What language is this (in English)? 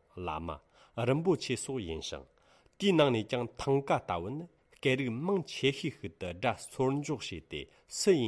Tibetan